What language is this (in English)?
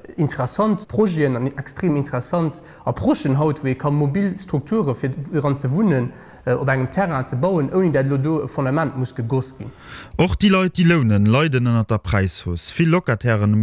Luxembourgish